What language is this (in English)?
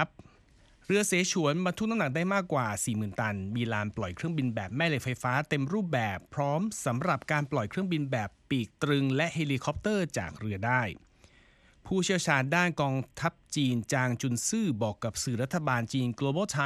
Thai